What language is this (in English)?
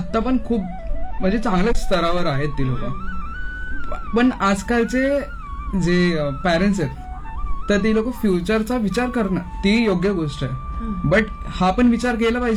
Marathi